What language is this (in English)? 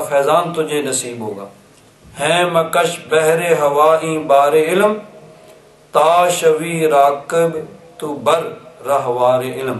Urdu